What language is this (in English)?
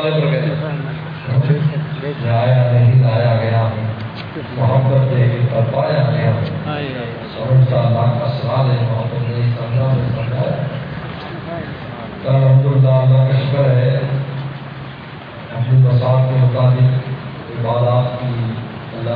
Urdu